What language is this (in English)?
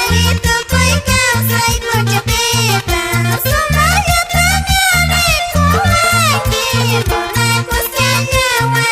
Quechua